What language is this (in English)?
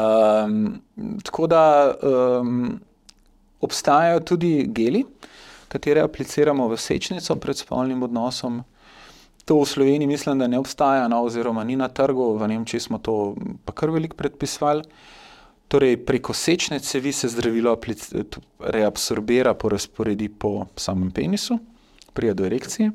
Slovenian